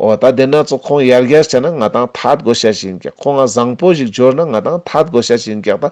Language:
Ladakhi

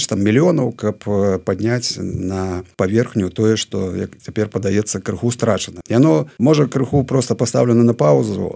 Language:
Belarusian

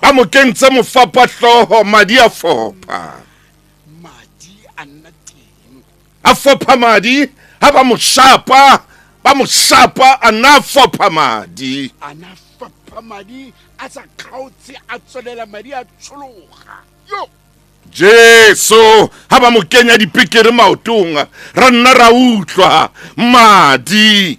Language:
Tswana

